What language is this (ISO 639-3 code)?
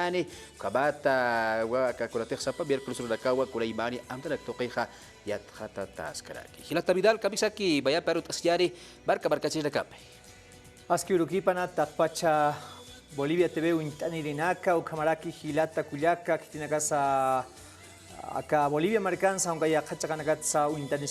aym